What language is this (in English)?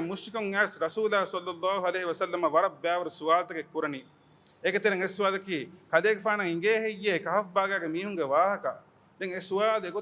Divehi